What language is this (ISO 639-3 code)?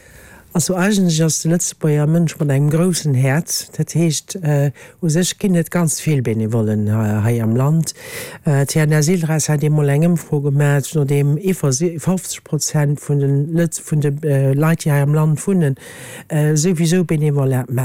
ltz